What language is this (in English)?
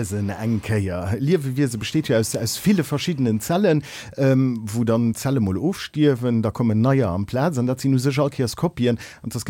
Luxembourgish